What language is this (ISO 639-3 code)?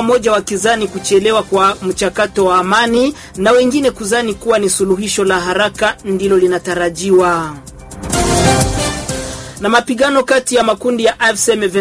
swa